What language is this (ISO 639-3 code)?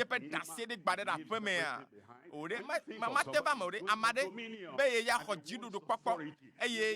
ewe